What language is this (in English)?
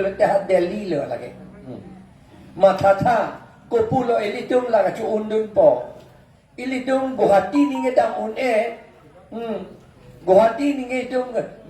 Karbi